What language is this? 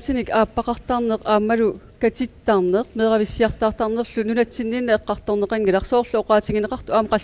Kalaallisut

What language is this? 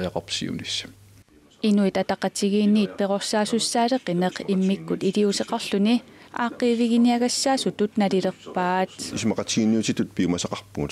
Kalaallisut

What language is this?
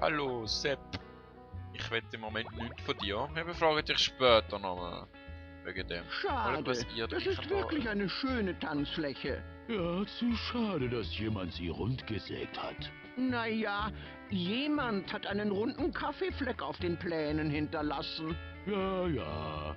Swiss German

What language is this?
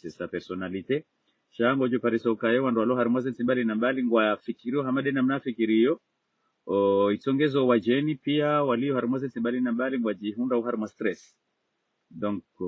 Ngazidja Comorian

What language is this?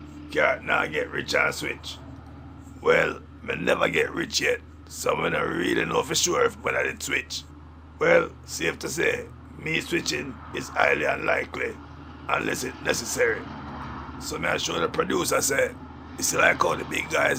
Jamaican Creole English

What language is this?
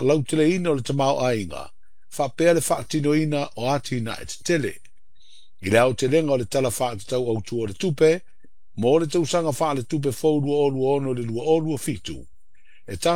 Samoan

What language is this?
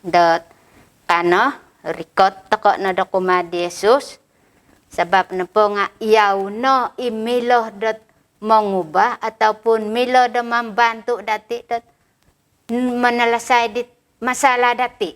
Central Dusun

